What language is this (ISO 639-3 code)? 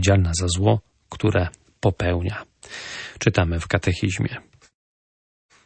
pol